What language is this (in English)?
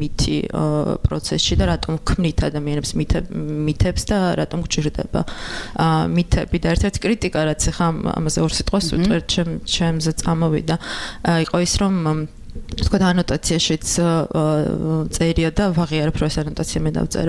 Georgian